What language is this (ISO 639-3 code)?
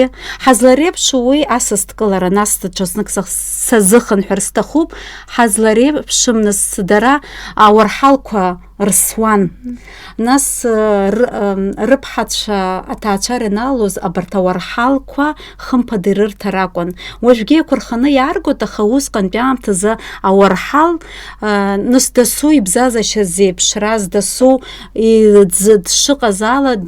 abk